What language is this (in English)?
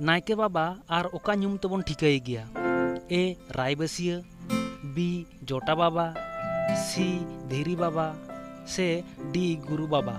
Santali